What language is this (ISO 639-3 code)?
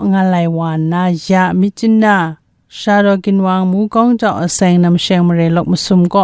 kac